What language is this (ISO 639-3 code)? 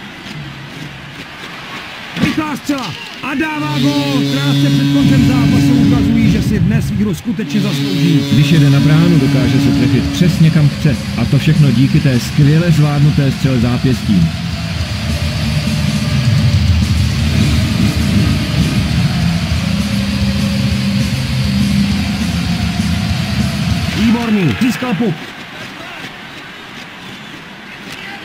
ces